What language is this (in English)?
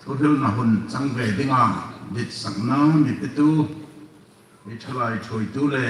Hmar